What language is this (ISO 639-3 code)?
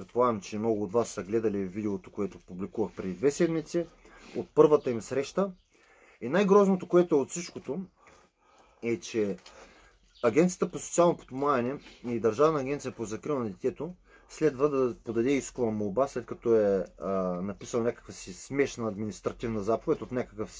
bul